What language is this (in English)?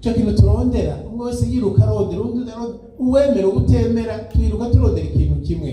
Rundi